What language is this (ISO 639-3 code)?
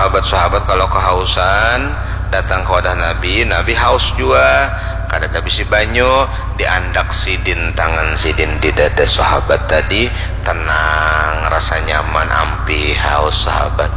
bjn